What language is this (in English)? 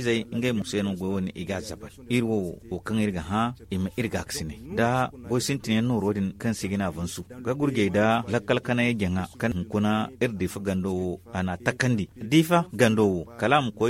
Zarma